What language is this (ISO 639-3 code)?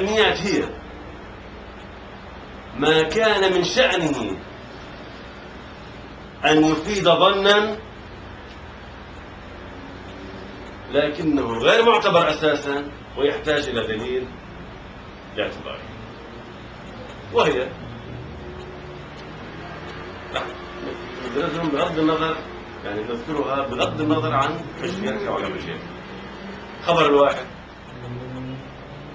ara